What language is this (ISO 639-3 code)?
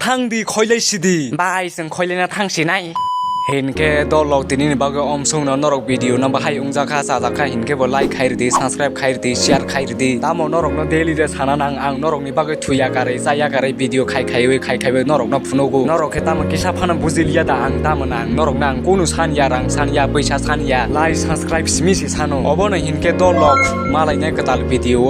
trp